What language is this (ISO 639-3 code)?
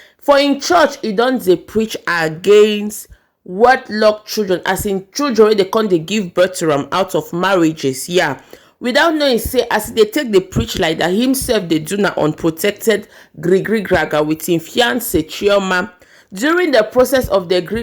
pcm